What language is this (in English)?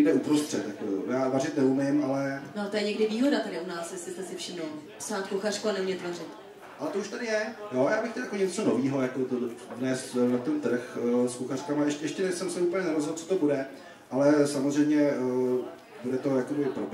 Czech